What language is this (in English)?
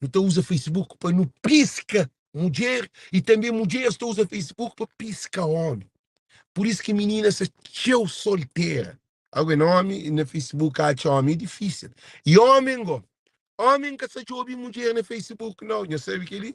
Kabuverdianu